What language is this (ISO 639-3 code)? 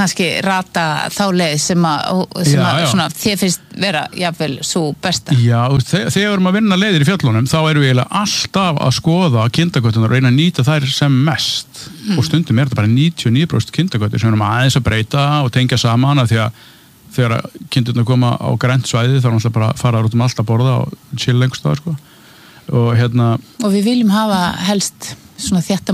isl